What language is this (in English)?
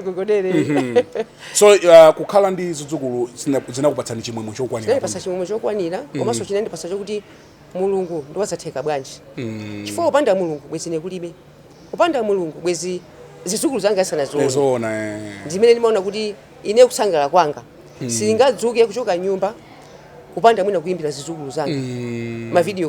Nyanja